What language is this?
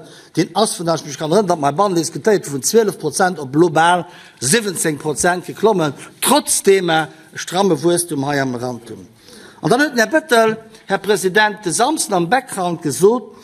Luxembourgish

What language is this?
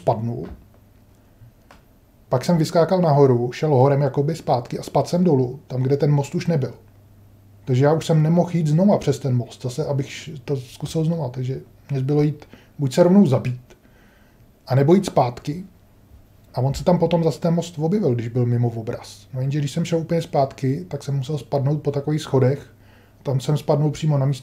Czech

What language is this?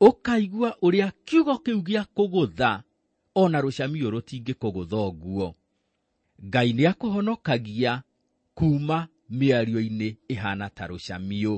Kikuyu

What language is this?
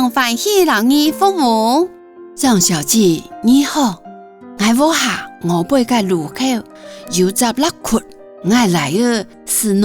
Hakka Chinese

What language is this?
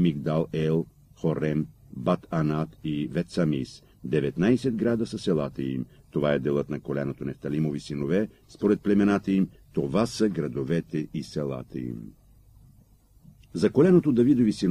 Bulgarian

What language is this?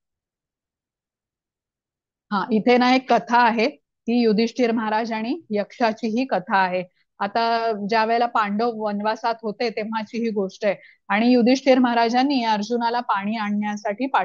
Marathi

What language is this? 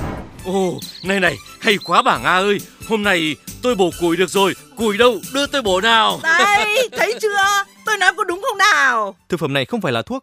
Vietnamese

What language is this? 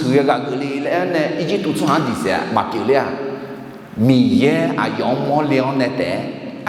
Akha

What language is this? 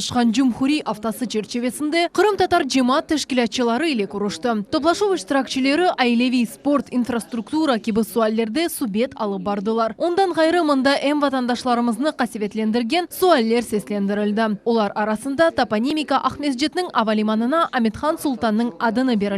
Crimean Tatar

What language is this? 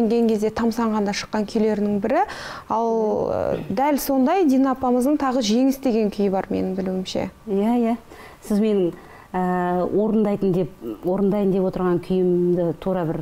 Kazakh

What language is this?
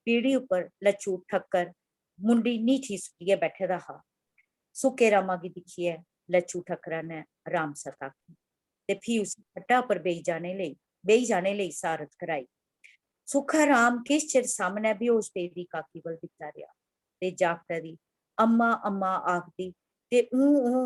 Dogri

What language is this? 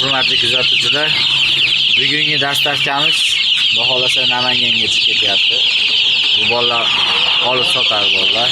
Uzbek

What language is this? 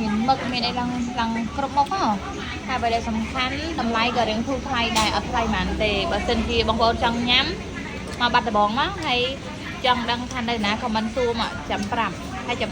Khmer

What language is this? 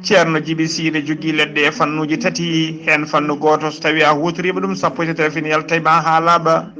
Fula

